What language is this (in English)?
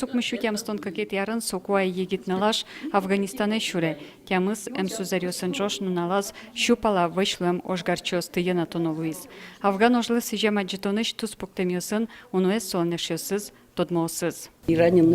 Udmurt